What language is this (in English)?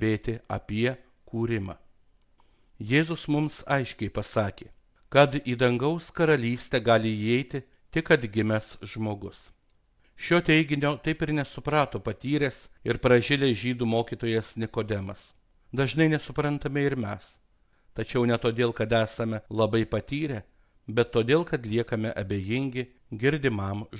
Lithuanian